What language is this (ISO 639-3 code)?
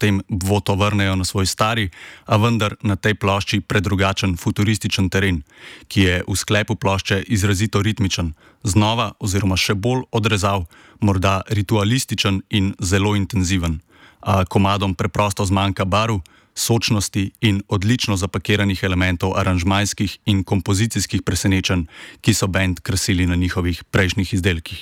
slv